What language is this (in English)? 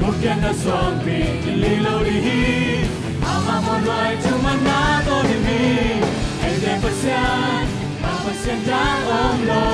Tedim Chin